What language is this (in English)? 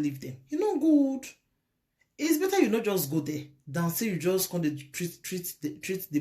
Nigerian Pidgin